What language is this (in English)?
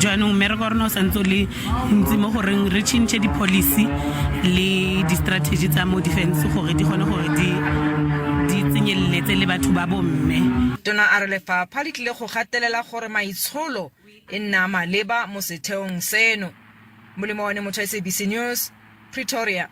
Tswana